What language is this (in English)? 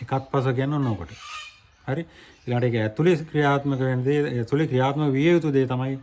Sinhala